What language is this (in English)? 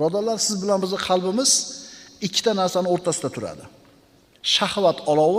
Uzbek